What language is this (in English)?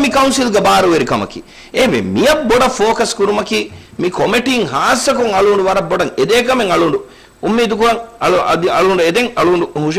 Divehi